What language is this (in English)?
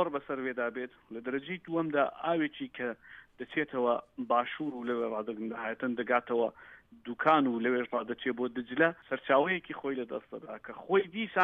Central Kurdish